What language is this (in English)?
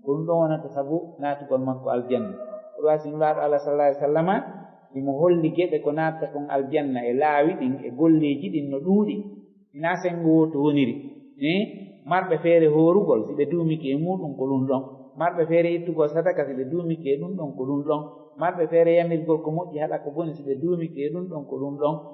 Fula